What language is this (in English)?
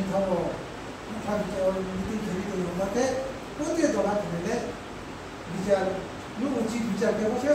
Riang (India)